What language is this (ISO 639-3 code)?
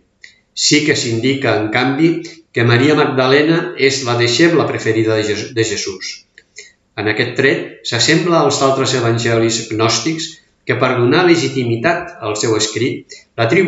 cat